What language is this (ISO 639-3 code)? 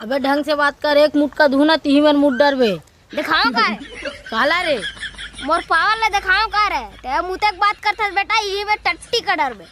hne